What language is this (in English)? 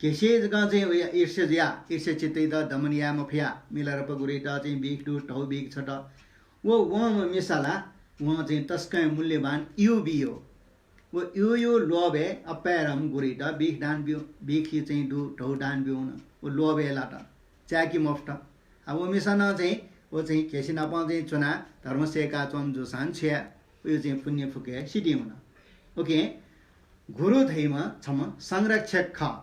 Newari